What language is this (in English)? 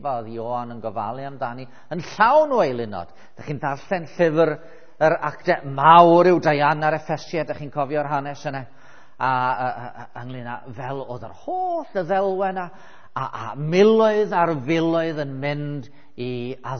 Welsh